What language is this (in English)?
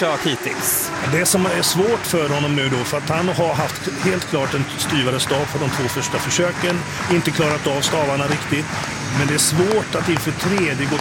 Swedish